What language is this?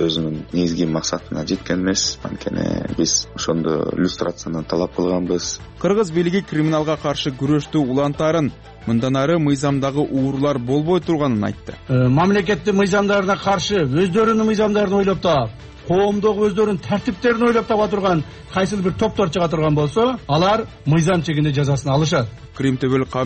Kyrgyz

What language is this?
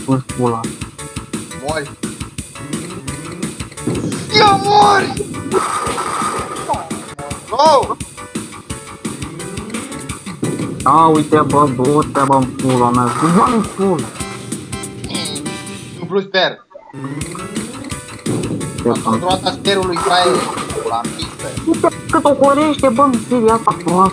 Romanian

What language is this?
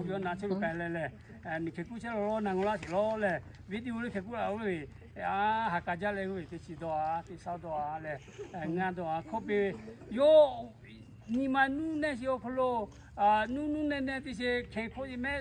Lahu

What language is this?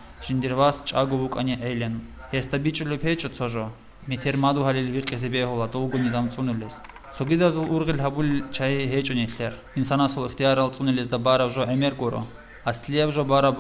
Avaric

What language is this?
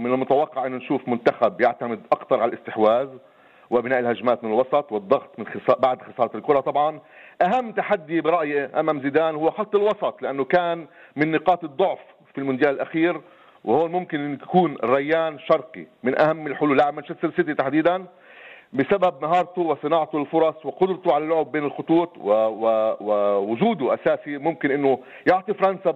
North Levantine Arabic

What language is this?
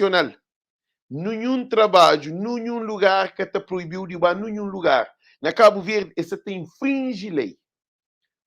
Kabuverdianu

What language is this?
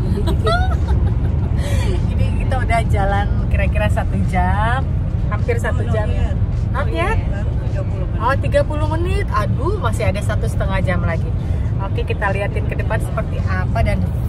Indonesian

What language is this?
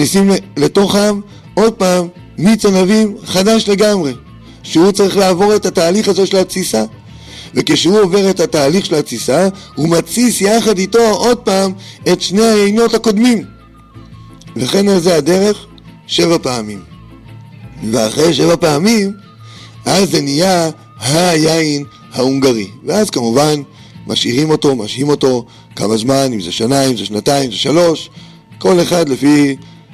Hebrew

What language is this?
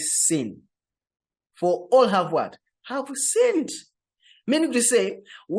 English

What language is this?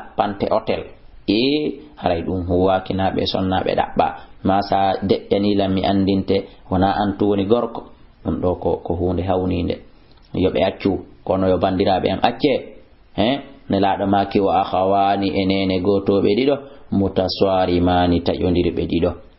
Fula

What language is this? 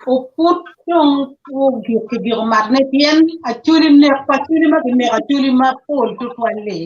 Acoli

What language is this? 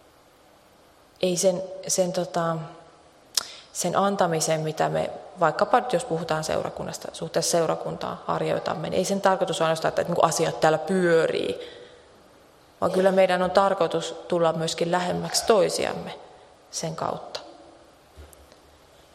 Finnish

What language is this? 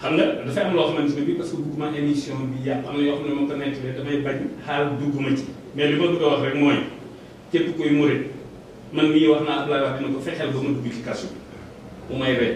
Wolof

